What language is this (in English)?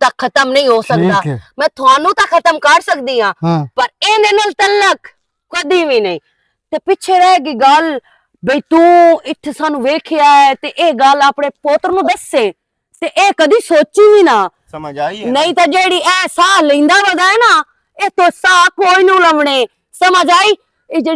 Western Panjabi